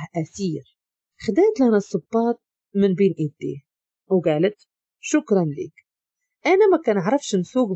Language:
Moroccan Arabic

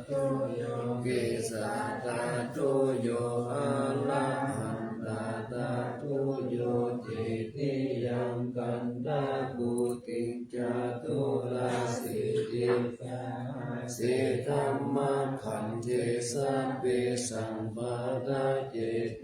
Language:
Pali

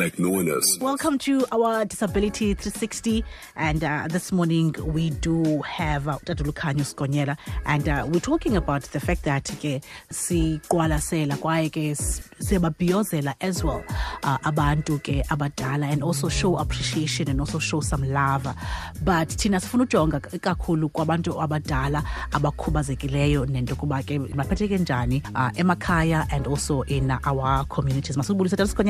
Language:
Xhosa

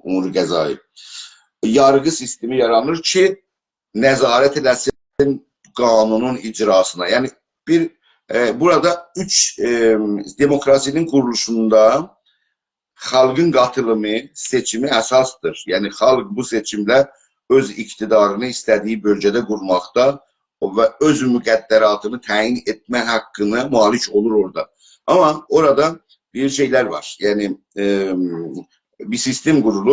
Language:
South Azerbaijani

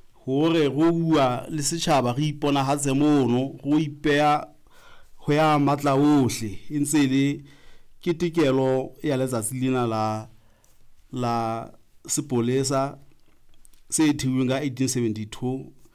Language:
Southern Sotho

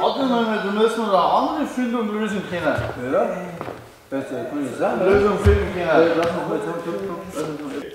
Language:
Bavarian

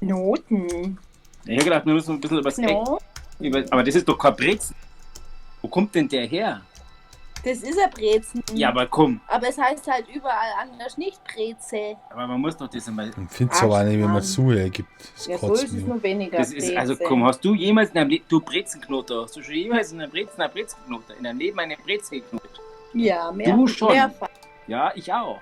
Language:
Bavarian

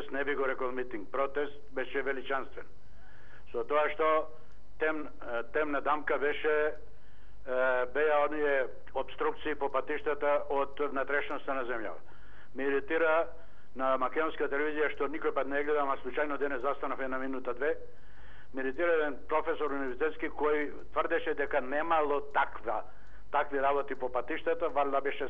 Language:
Macedonian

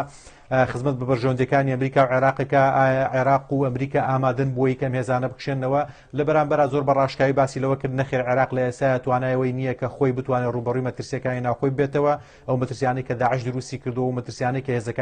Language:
Central Kurdish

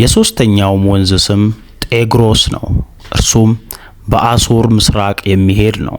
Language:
Amharic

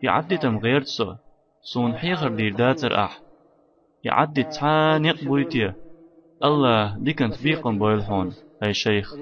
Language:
Chechen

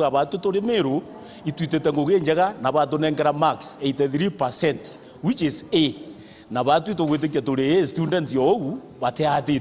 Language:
Meru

